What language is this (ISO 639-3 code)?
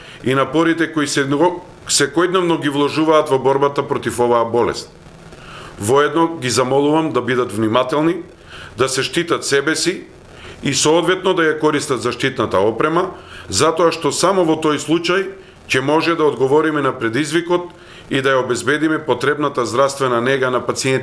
mkd